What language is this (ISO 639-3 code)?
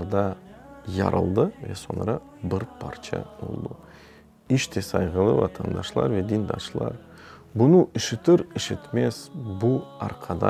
crh